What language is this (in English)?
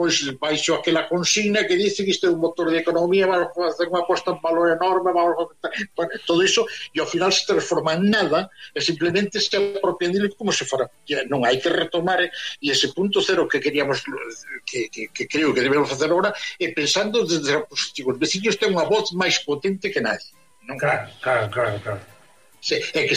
Galician